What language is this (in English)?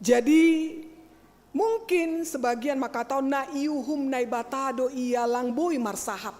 Batak Simalungun